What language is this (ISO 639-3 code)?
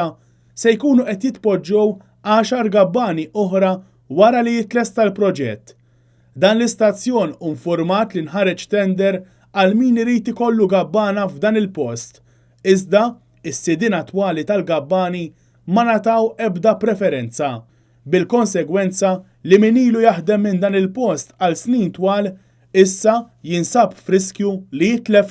mlt